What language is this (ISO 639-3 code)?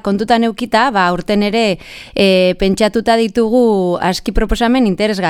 eus